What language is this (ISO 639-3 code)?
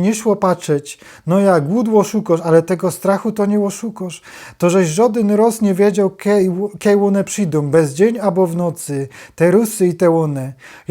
szl